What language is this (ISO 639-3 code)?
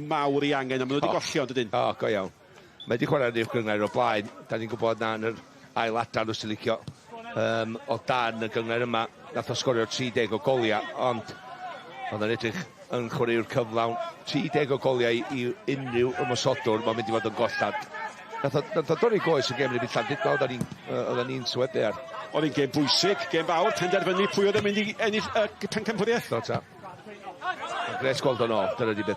cym